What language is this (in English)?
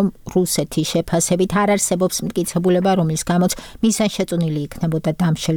Georgian